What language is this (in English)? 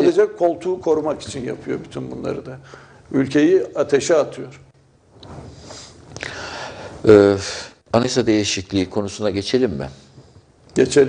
Turkish